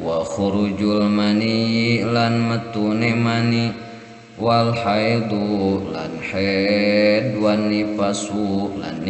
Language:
Sundanese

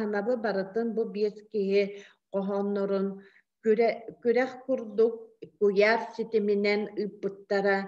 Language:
Yakut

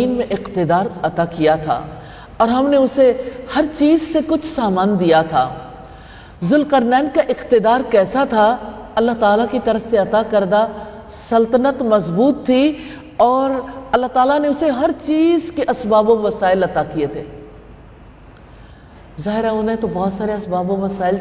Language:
Urdu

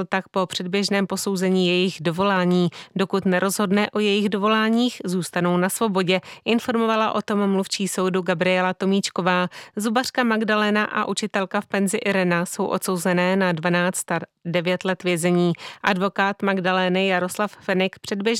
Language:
Czech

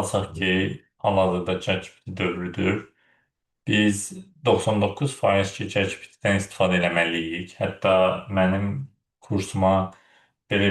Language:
Azerbaijani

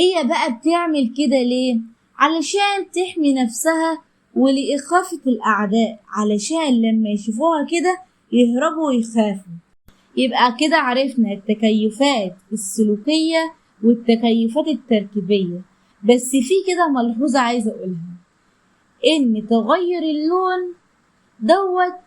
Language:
Egyptian Arabic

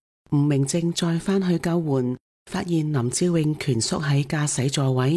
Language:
Cantonese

